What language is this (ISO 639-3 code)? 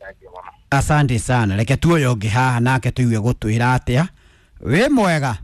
kik